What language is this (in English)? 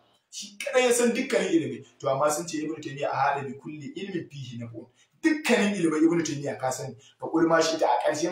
Hausa